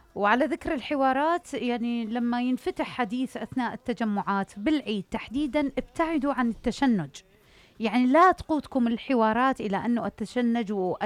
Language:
Mesopotamian Arabic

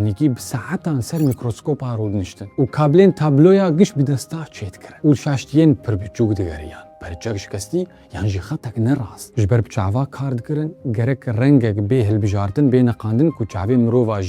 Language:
Kurdish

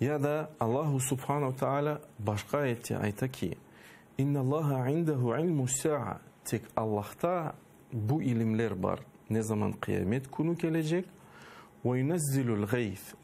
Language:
Crimean Tatar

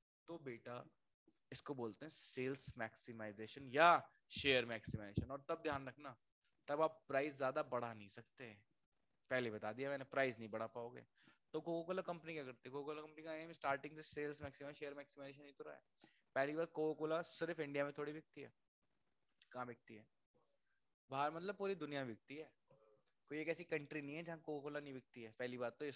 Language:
Hindi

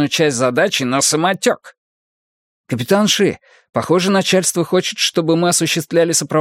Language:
Russian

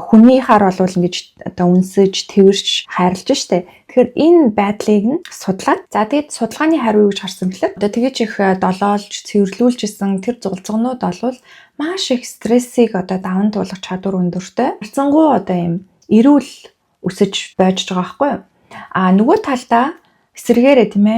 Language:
Mongolian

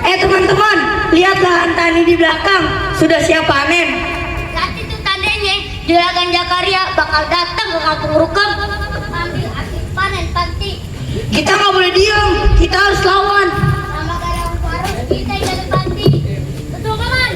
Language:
Betawi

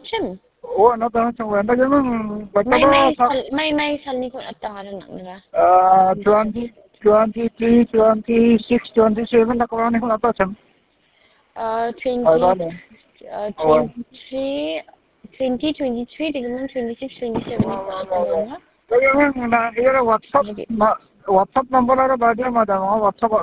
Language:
Khasi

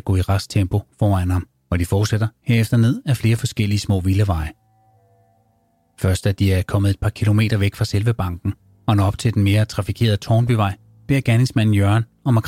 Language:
Danish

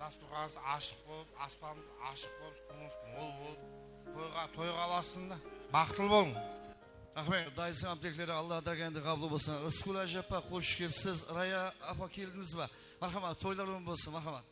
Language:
Kara-Kalpak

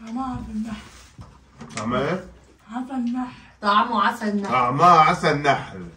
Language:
Egyptian Arabic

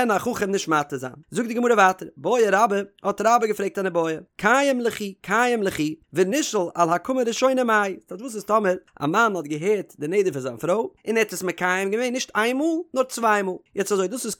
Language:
Yiddish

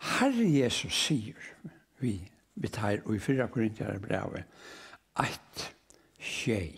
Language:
Faroese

